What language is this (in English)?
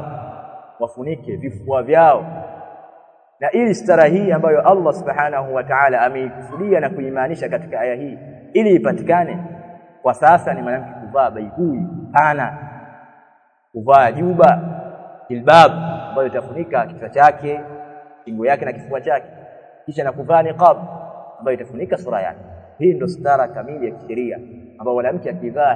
Swahili